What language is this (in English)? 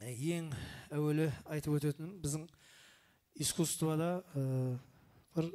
Kara-Kalpak